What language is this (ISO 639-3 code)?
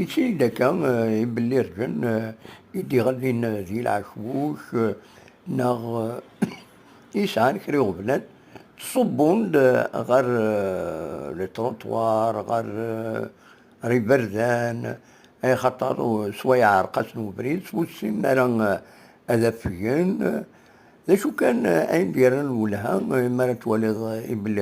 kab